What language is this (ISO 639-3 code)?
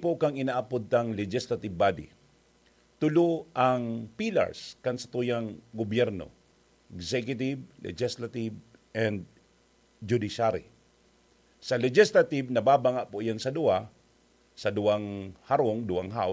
bik